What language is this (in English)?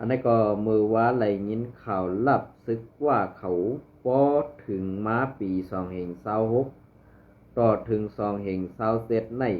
Shan